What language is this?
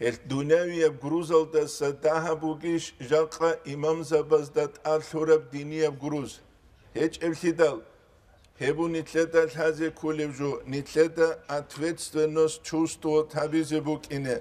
Avaric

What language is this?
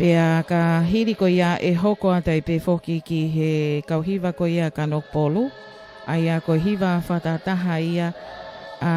Tongan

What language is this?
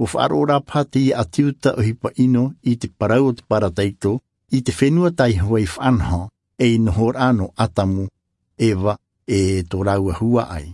Tahitian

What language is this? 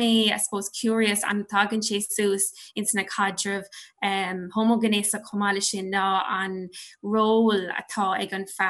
Irish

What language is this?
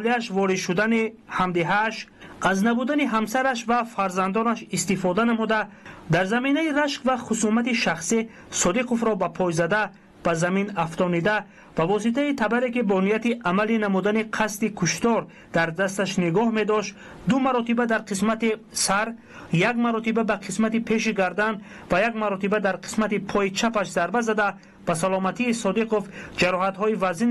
Tajik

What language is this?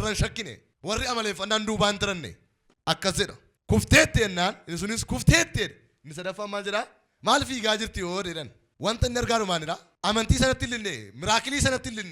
Oromo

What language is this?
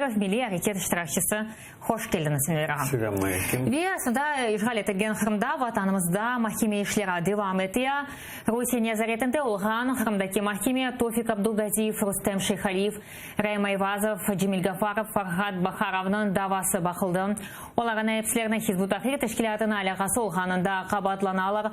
Crimean Tatar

